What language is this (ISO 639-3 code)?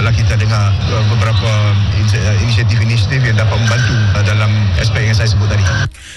msa